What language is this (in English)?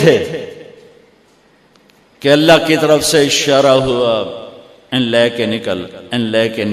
Urdu